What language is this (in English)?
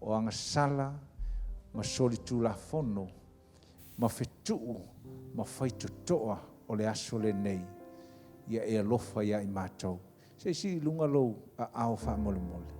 Samoan